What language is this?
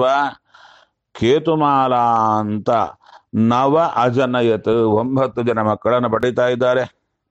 Kannada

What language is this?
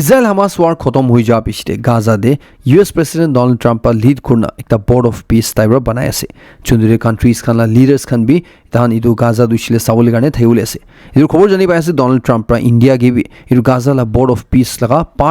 Naga Pidgin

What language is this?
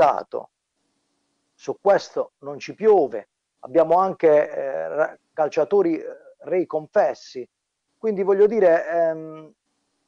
Italian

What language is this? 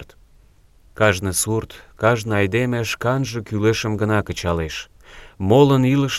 Mari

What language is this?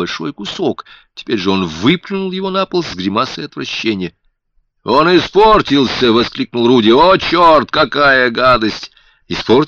Russian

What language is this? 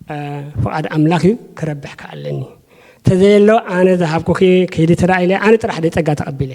Tigrinya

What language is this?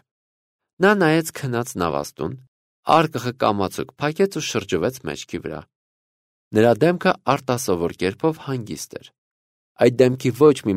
Armenian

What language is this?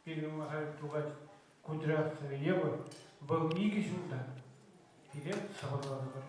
Chuvash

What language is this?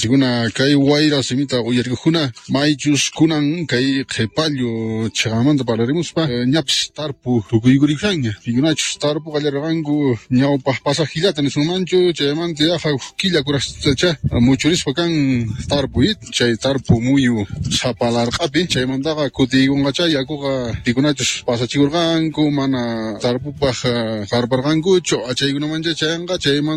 Quechua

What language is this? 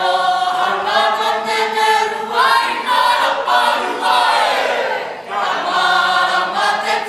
Māori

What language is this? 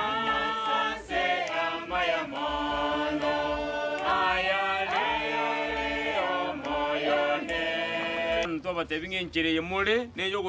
Gusii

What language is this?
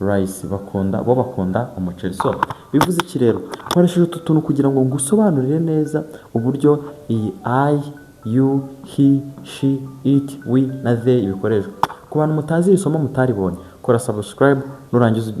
Kinyarwanda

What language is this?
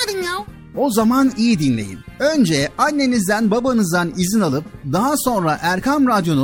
Turkish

